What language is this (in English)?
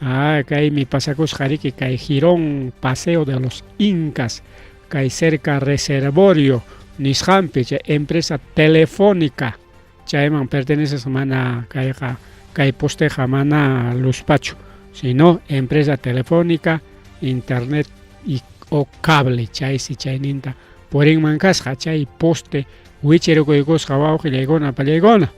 Ayacucho Quechua